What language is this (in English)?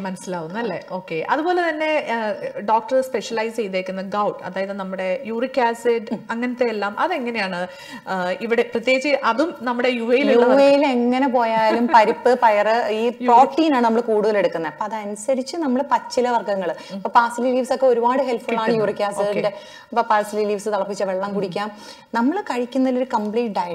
Malayalam